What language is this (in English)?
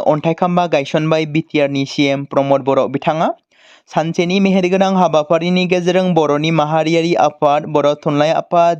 Bodo